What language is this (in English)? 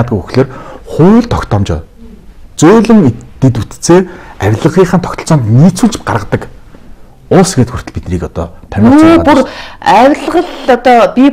Mongolian